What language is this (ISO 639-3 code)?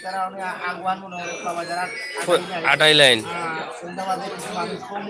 syl